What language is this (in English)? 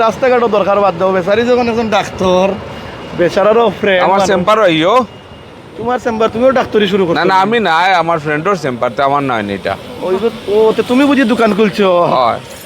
Sylheti